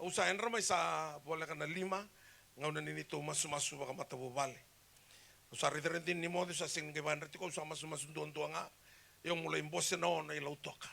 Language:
Fijian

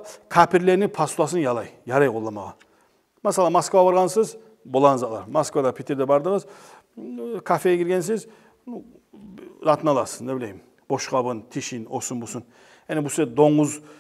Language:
Kumyk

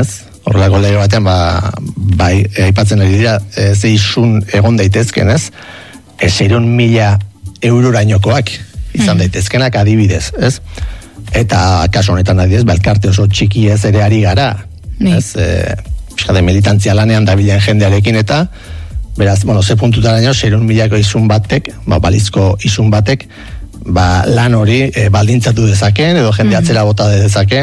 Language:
Basque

